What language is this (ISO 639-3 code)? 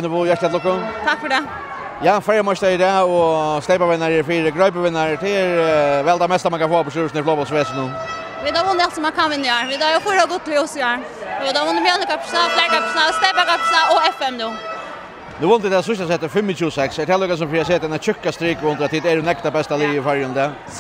fao